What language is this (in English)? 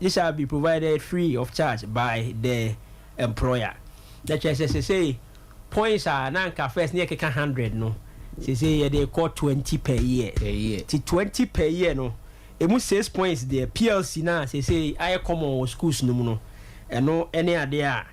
Akan